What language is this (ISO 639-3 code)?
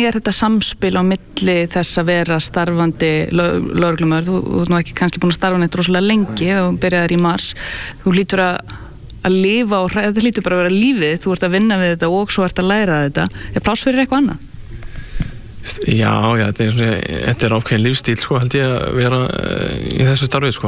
isl